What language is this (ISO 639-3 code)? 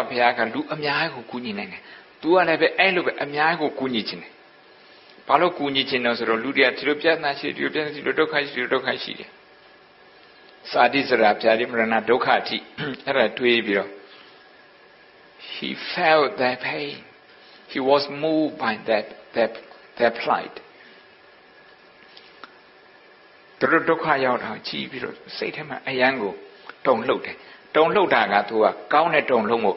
mya